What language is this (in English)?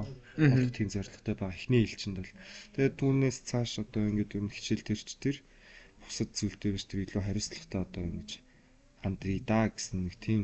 Mongolian